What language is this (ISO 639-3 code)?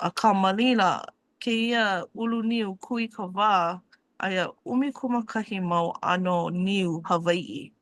haw